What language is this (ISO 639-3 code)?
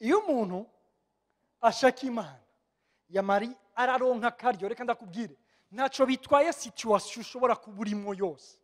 run